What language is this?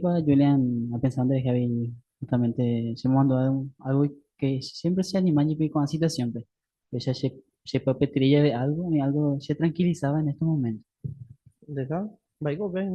Guarani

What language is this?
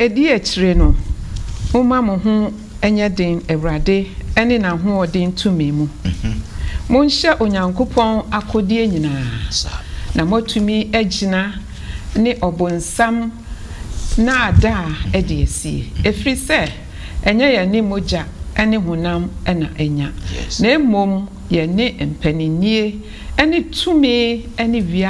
Akan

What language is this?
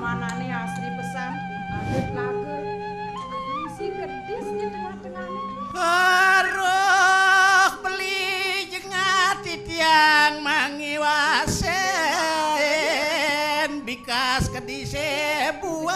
Balinese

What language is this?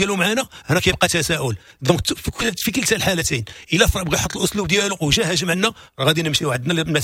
Moroccan Arabic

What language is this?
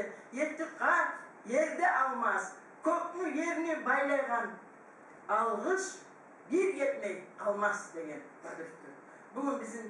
Kumyk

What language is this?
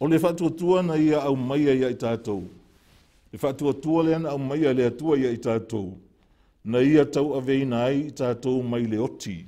Samoan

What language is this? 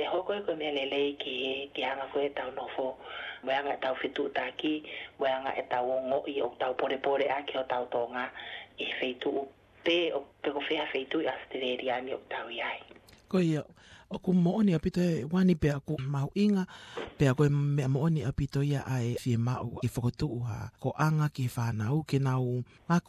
Tongan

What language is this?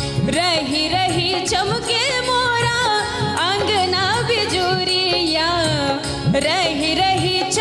Bhojpuri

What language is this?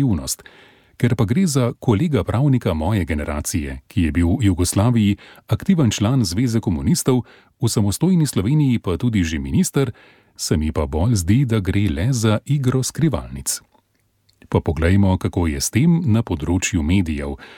Slovenian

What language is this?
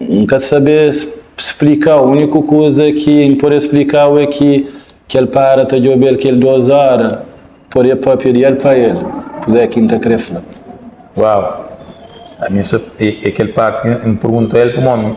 Kabuverdianu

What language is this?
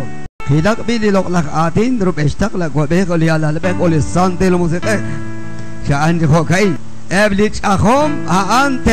Kekchí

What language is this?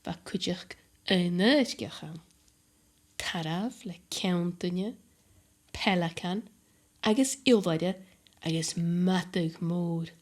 Scottish Gaelic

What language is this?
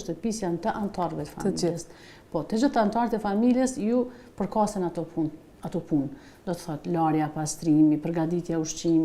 Albanian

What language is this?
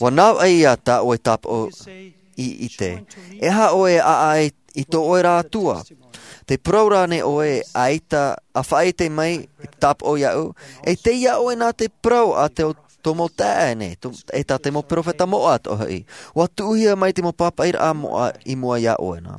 Tahitian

